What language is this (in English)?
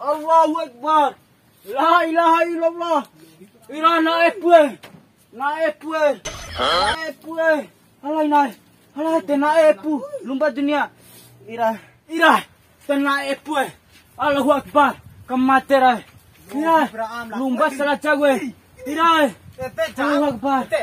Bima